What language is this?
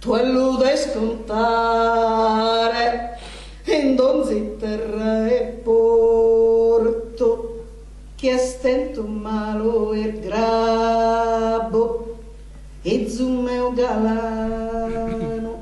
Sardinian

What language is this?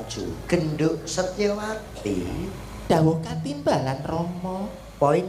Javanese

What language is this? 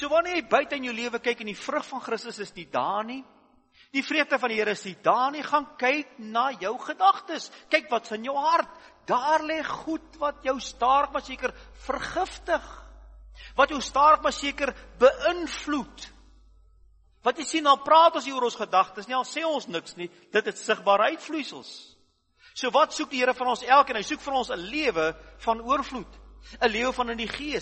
Afrikaans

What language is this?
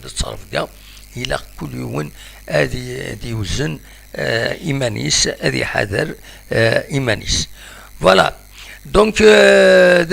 Kabyle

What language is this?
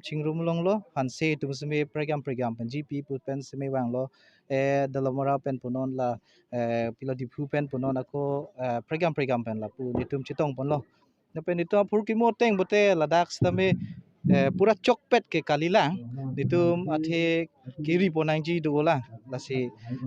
Karbi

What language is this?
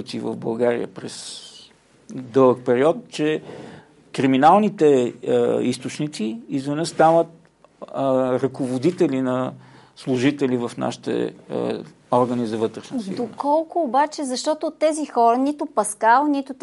Bulgarian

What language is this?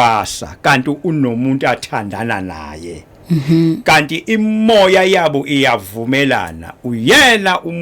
Zulu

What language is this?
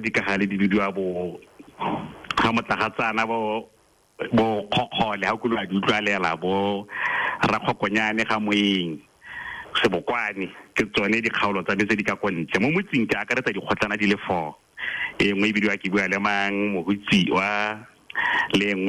Tswana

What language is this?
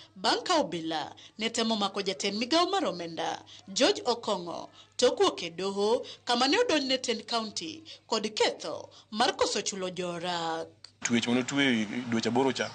Luo (Kenya and Tanzania)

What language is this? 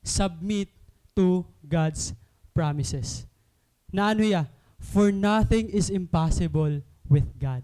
Waray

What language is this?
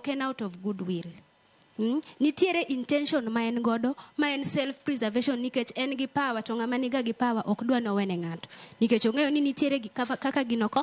Luo (Kenya and Tanzania)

